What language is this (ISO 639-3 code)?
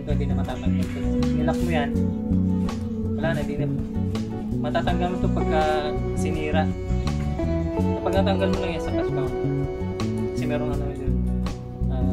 fil